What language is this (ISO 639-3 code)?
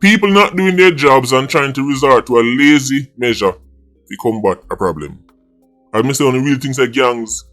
jam